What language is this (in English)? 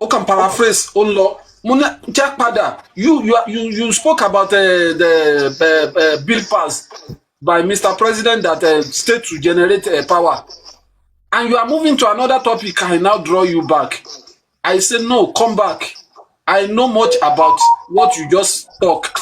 Yoruba